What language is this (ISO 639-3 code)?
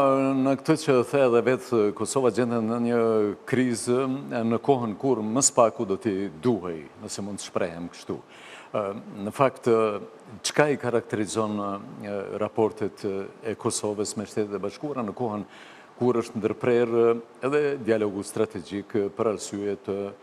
sqi